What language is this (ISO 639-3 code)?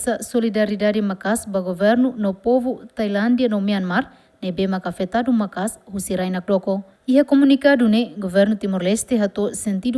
tet